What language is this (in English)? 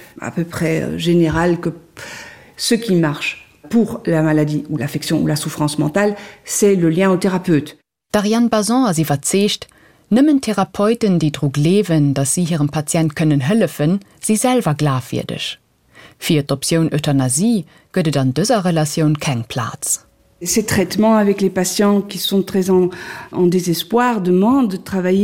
Luxembourgish